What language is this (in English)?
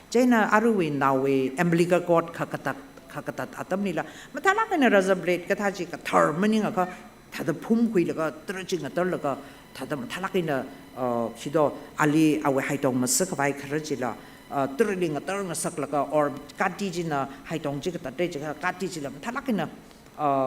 Tangkhul Naga (India)